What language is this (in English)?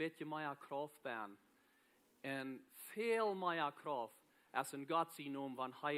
Plautdietsch